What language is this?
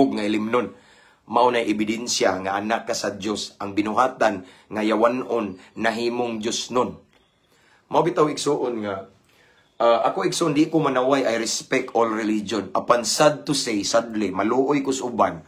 Cebuano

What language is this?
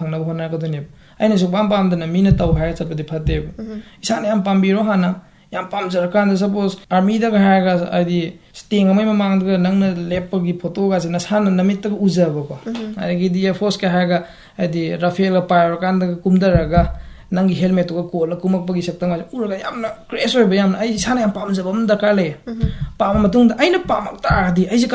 Manipuri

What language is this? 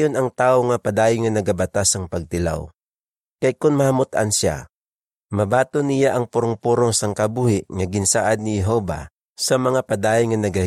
Hiligaynon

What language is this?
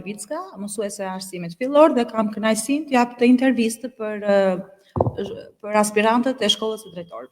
Albanian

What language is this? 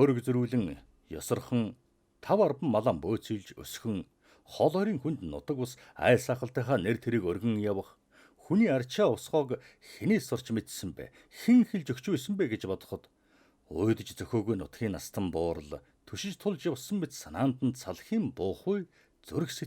Mongolian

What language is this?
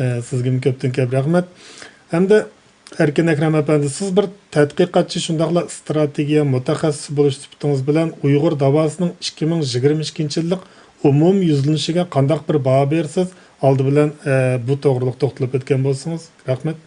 Uyghur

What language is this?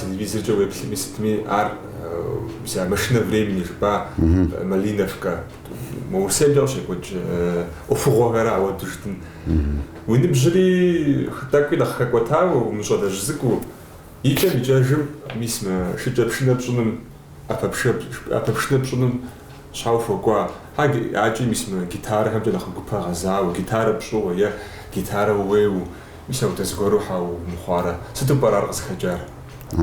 Kabardian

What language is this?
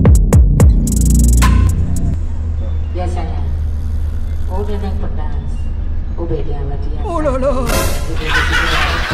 Indonesian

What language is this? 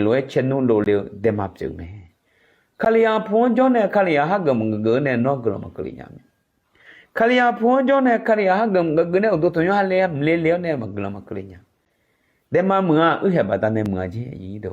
Akha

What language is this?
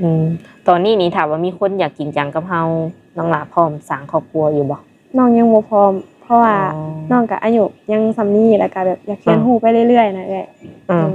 Lao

